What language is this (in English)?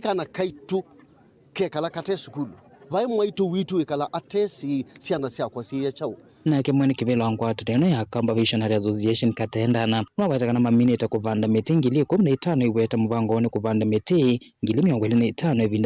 Kamba